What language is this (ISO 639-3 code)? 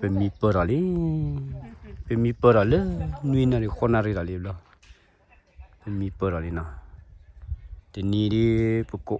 ksw